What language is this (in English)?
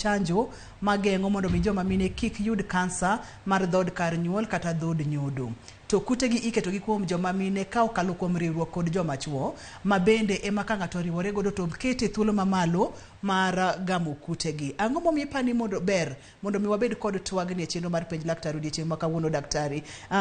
Luo (Kenya and Tanzania)